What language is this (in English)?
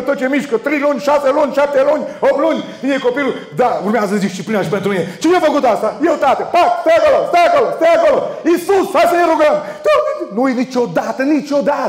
Romanian